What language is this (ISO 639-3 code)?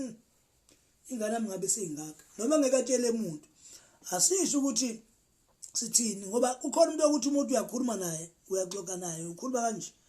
zul